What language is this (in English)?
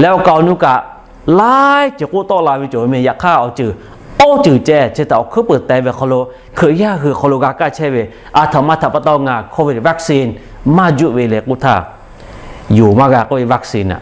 Lahu